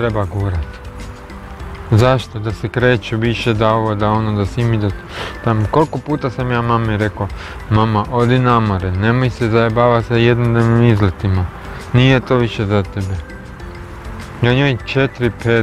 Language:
Croatian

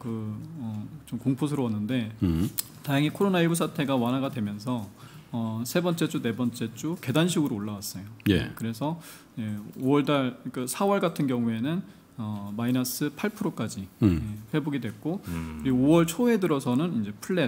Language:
Korean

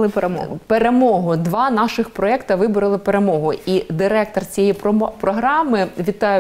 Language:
Ukrainian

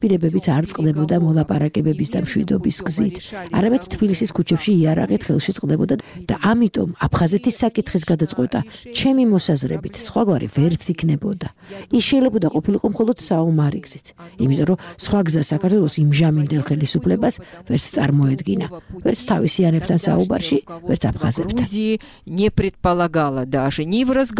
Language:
Georgian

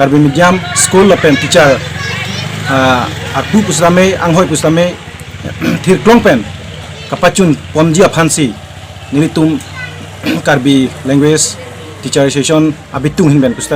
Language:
Karbi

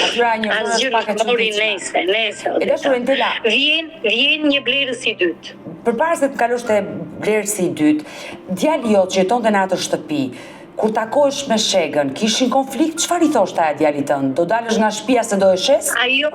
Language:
Albanian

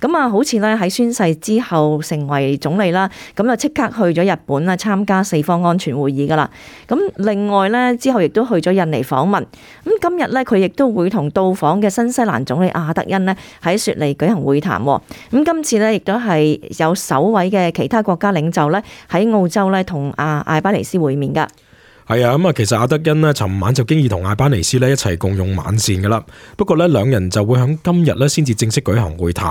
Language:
Cantonese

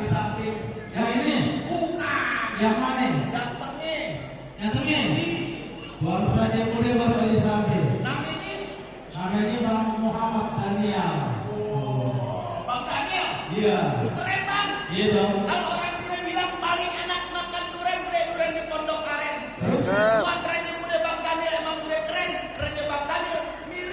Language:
Betawi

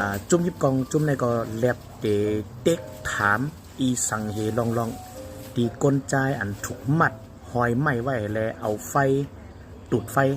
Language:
Shan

